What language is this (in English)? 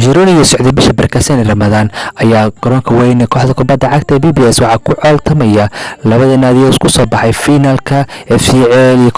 Somali